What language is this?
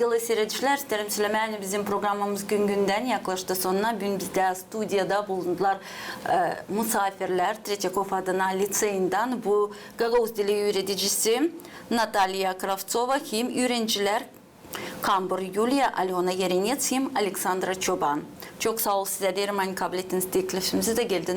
Gagauz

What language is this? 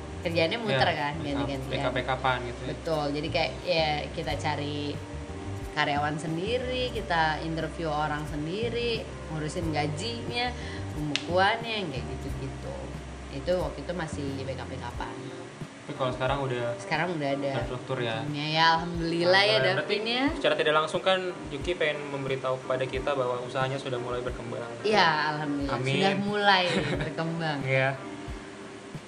Indonesian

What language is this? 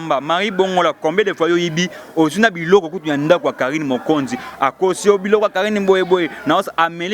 Lingala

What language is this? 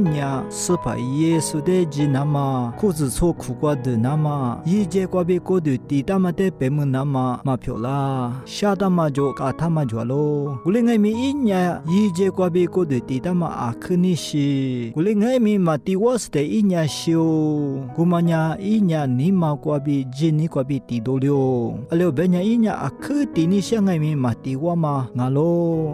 Lisu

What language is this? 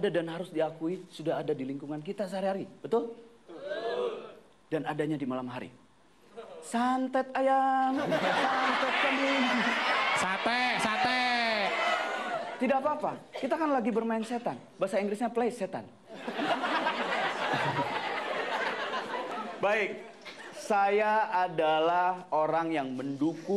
Indonesian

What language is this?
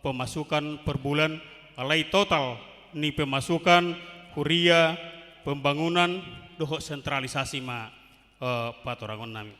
Batak Toba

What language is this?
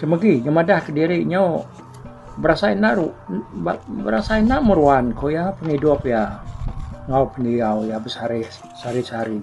Iban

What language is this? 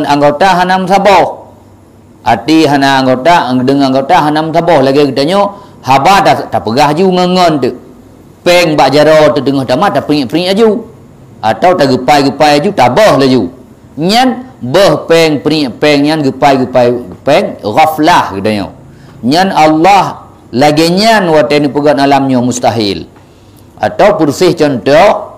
Achinese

